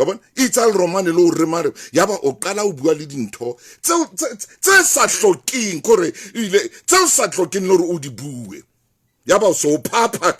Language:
Southern Sotho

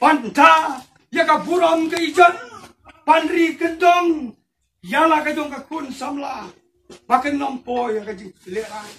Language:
Khasi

